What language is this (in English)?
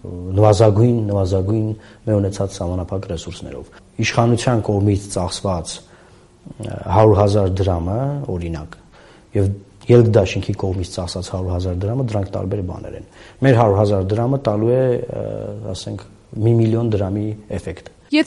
Armenian